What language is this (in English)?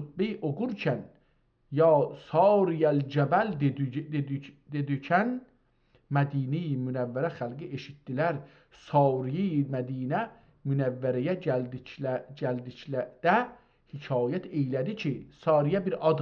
South Azerbaijani